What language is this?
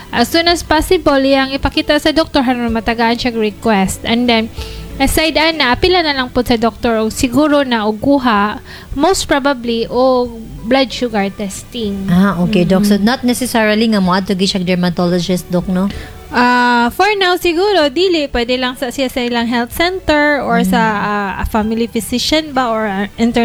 Cebuano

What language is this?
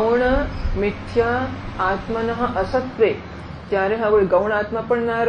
Gujarati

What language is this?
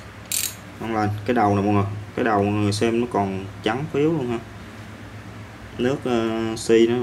Vietnamese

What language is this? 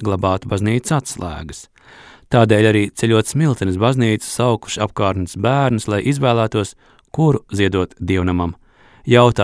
Latvian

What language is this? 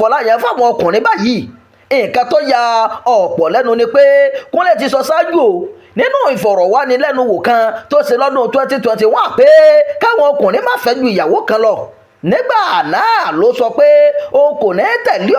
Yoruba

